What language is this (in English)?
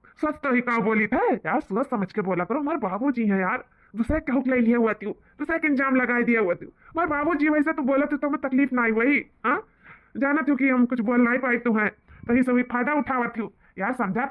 Awadhi